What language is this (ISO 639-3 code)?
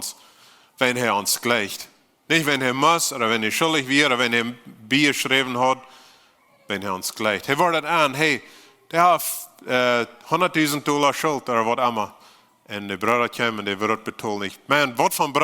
pdt